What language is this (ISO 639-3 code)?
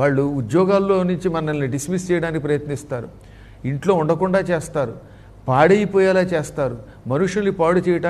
tel